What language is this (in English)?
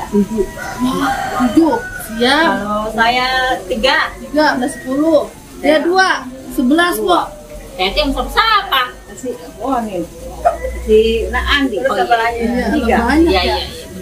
Betawi